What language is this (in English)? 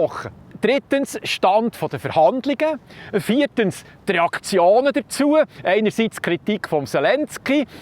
Swiss German